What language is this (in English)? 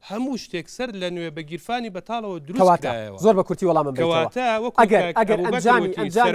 Central Kurdish